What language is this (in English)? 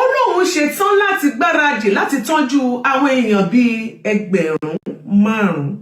Yoruba